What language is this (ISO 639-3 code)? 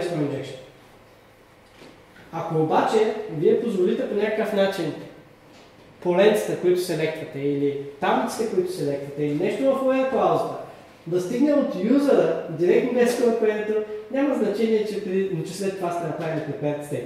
bul